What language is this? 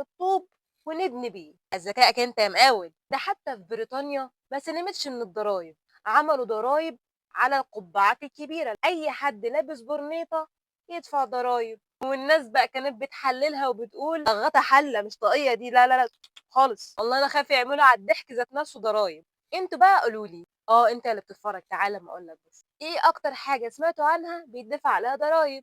Egyptian Arabic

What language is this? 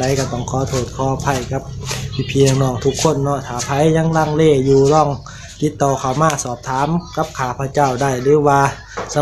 Lao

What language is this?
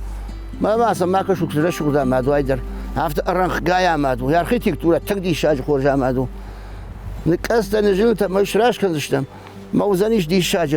Ossetic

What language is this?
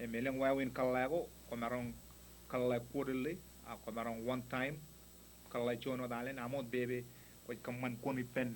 Marshallese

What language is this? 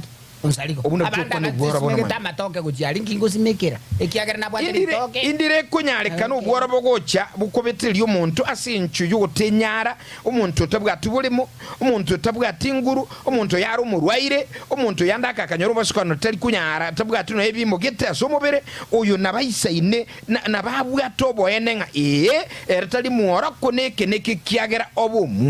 Gusii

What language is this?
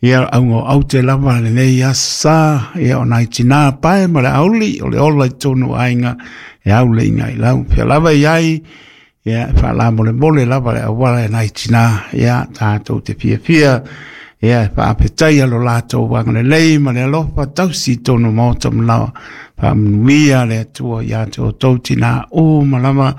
Samoan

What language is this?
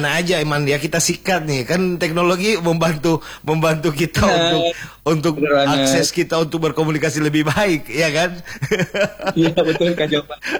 Indonesian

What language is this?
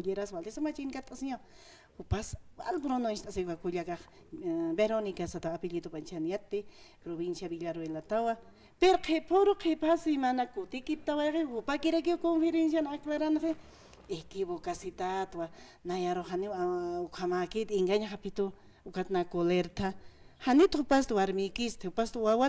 Aymara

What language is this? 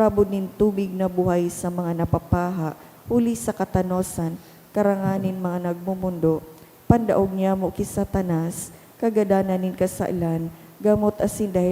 Bikol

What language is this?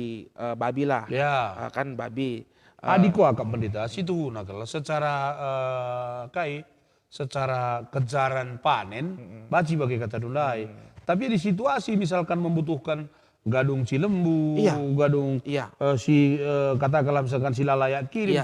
Batak Karo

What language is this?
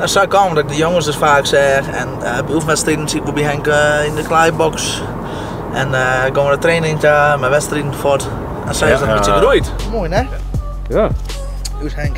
Western Frisian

